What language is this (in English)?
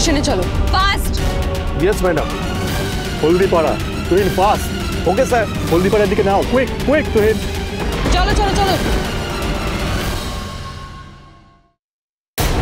Bangla